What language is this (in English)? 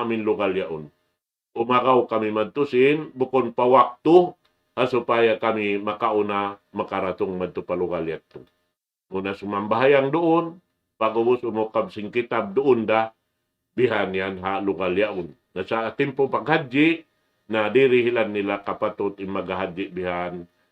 Tausug